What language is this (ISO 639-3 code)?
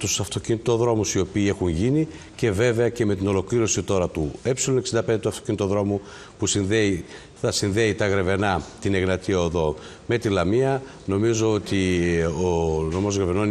ell